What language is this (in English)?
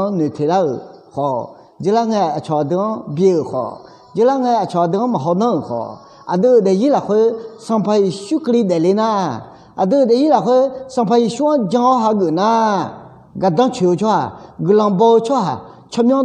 Akha